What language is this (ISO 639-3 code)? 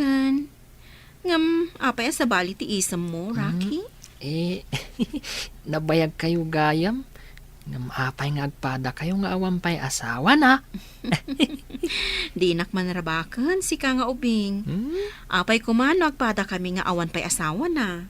ilo